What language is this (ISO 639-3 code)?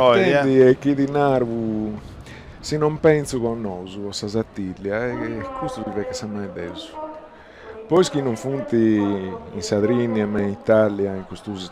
srd